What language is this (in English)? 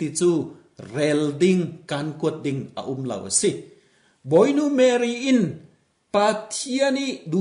Falam Chin